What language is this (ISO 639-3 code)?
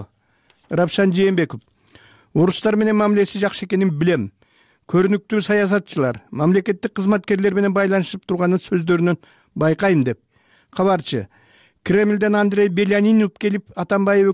kir